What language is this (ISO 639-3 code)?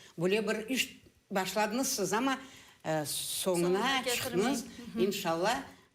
crh